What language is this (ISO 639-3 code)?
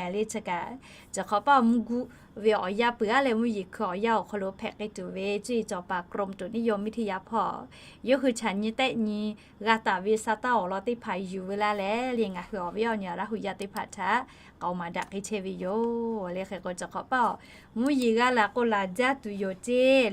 lhu